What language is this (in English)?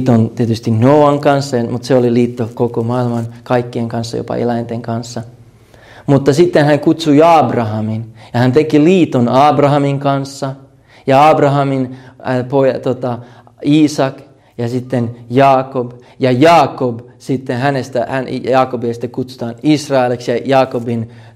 Finnish